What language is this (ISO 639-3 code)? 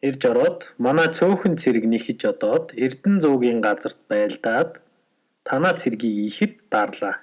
mon